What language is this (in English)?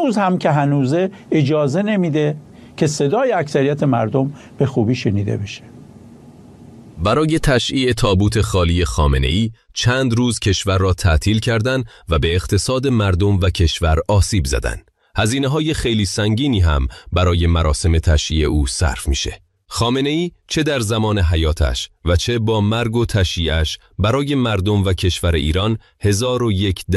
Persian